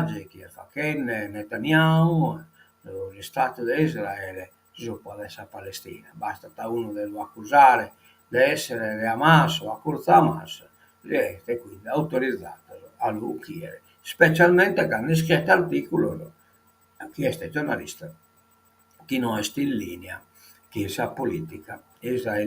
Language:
Sardinian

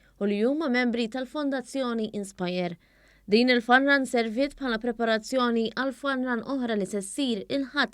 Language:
Maltese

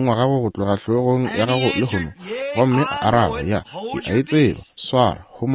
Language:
Northern Sotho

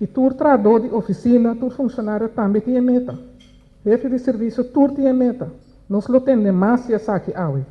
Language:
Papiamento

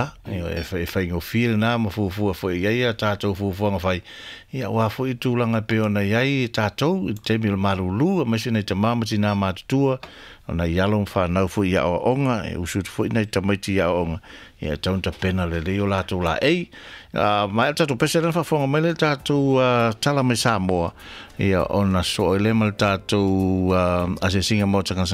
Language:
Samoan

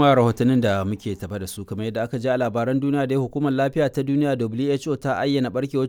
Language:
Hausa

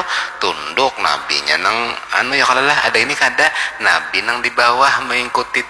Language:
Banjar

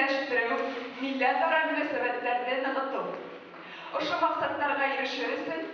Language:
Bashkir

